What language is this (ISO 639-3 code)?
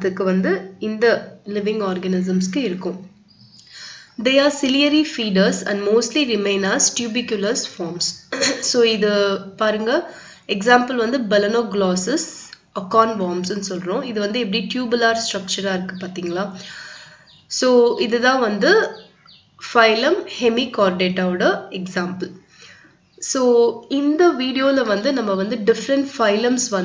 tam